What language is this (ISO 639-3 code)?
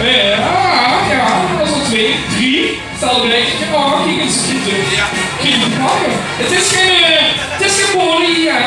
lim